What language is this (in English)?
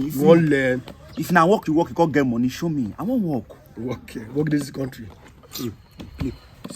Nigerian Pidgin